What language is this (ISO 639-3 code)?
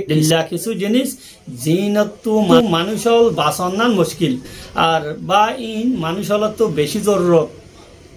rhg